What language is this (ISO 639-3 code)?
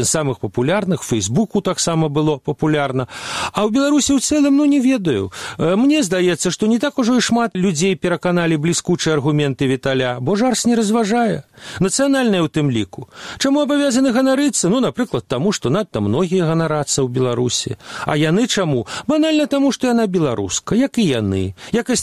bel